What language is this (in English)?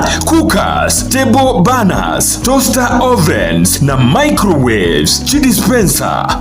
Gusii